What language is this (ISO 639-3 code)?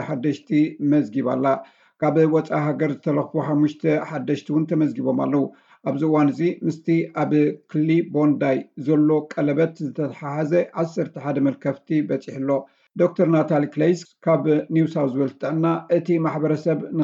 tir